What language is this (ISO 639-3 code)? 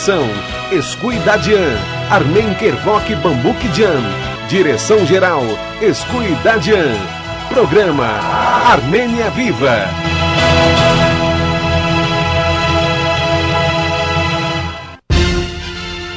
por